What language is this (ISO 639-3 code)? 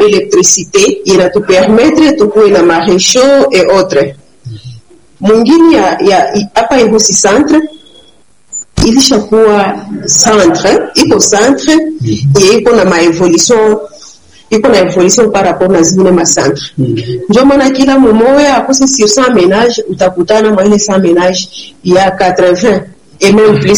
swa